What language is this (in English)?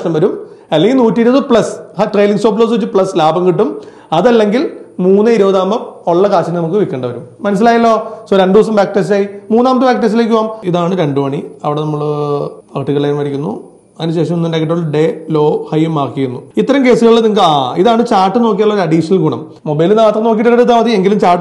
Malayalam